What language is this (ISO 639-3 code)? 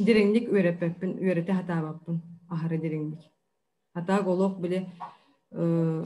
sah